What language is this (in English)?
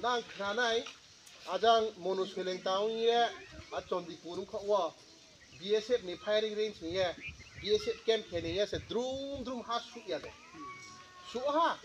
Riang (India)